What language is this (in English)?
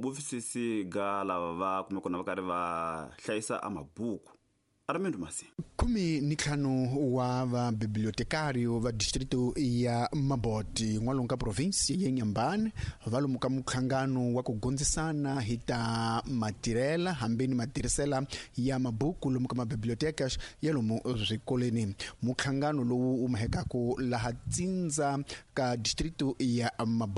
Tsonga